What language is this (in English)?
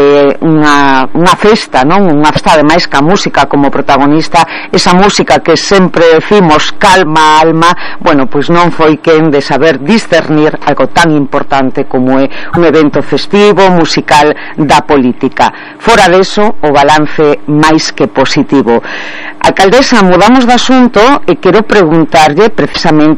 Galician